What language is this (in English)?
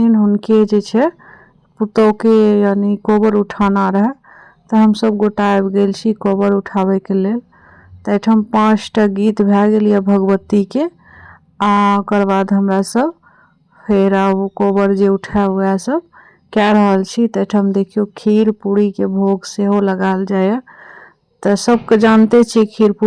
Maithili